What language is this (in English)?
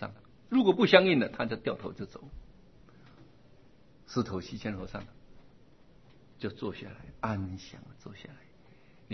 Chinese